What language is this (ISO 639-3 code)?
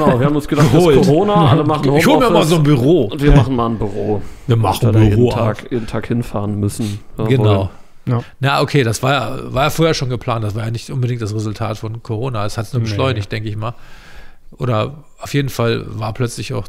deu